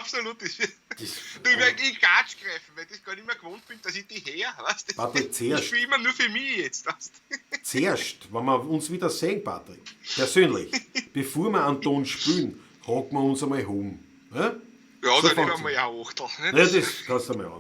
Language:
Bavarian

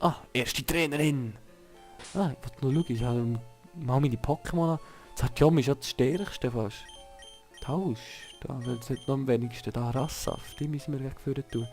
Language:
Swiss German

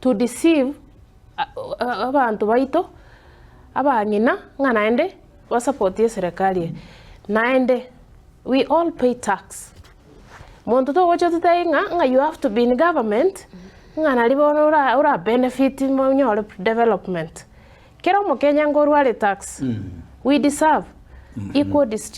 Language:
Gusii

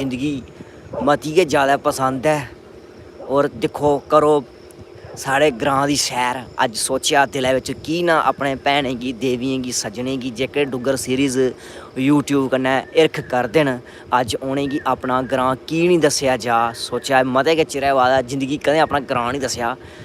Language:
Dogri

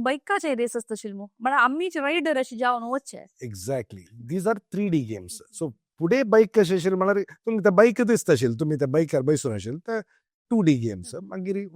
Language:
Konkani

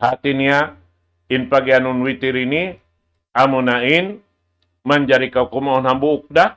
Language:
Tausug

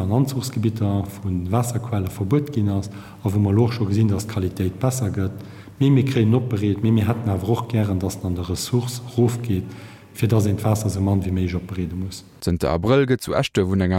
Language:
Luxembourgish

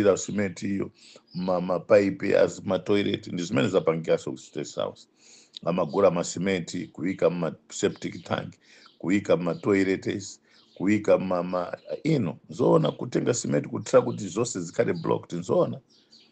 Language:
Nyanja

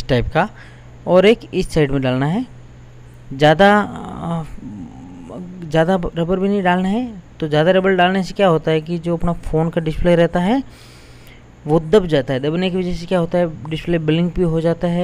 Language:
Hindi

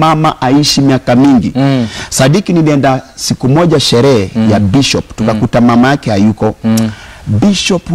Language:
Swahili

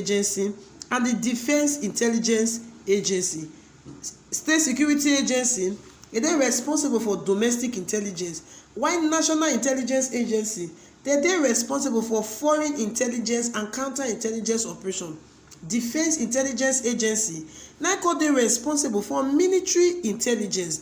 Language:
Nigerian Pidgin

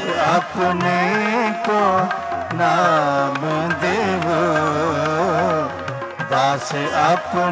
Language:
Punjabi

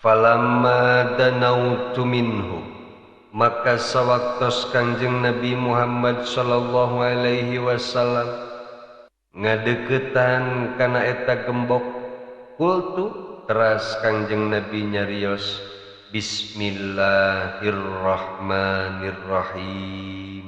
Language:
Sundanese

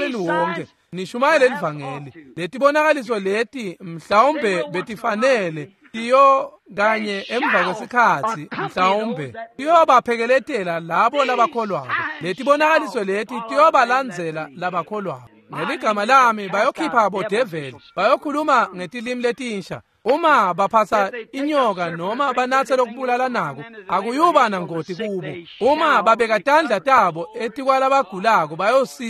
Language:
Swati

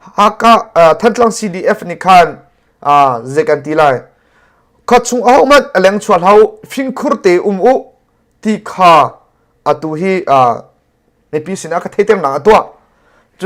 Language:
Hakha Chin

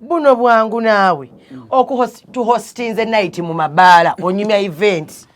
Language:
Ganda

